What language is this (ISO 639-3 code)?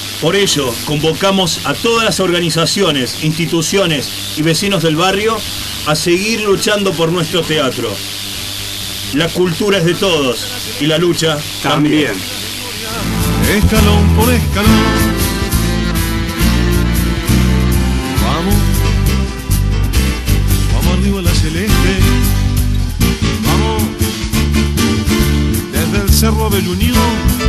spa